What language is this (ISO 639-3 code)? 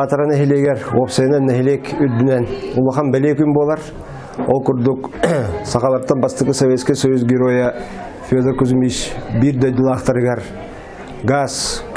sah